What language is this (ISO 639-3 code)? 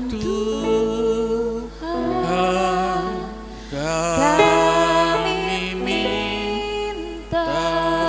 ind